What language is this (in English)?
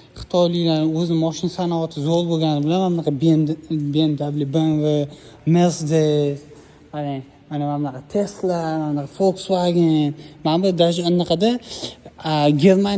Uzbek